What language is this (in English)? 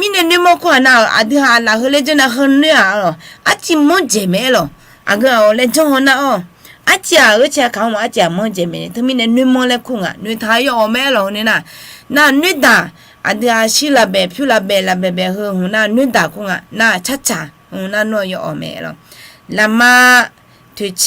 Akha